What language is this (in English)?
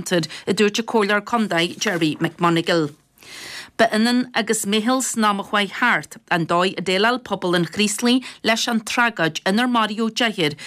Irish